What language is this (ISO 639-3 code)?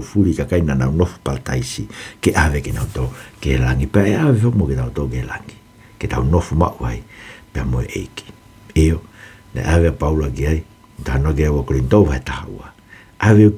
ton